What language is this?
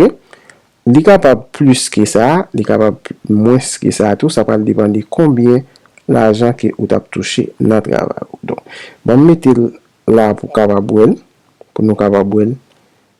Haitian Creole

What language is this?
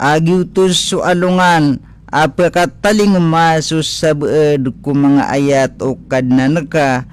Maranao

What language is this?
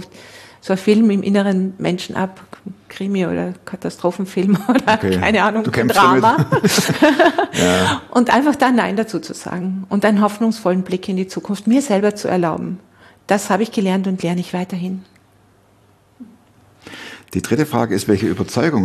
German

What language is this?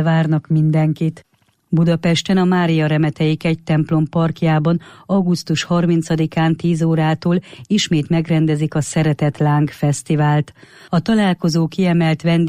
Hungarian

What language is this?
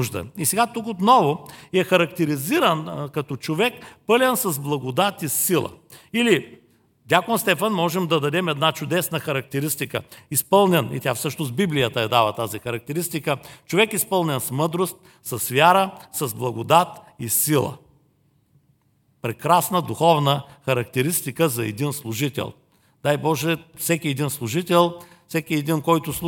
Bulgarian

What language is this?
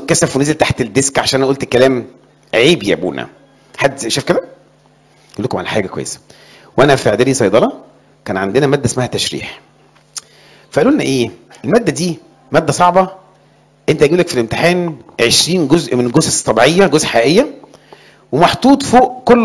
Egyptian Arabic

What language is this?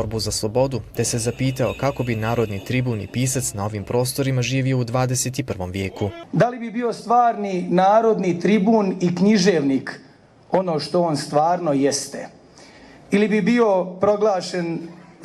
Bosnian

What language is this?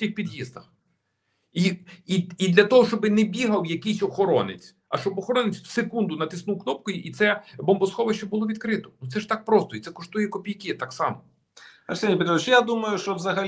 Ukrainian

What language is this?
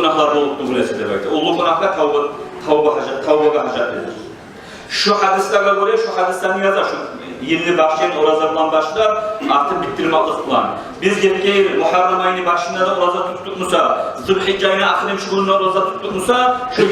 Kumyk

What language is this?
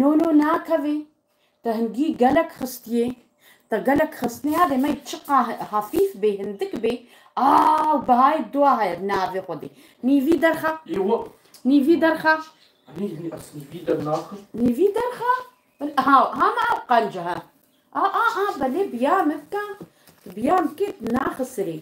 Kurdish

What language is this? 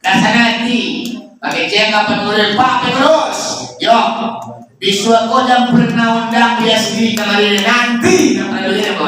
Minangkabau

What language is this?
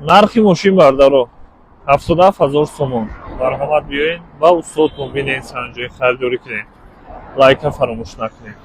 Tajik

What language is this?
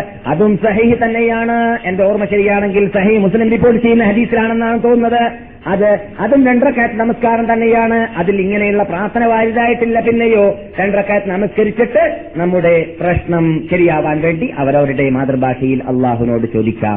Malayalam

